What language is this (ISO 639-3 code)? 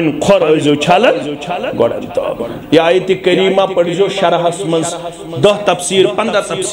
kas